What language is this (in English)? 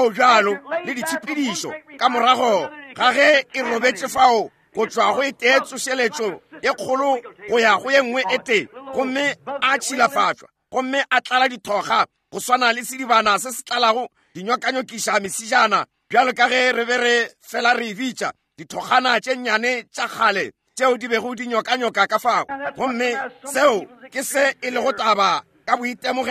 Northern Sotho